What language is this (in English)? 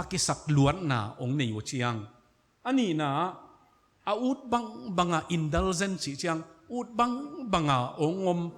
Tedim Chin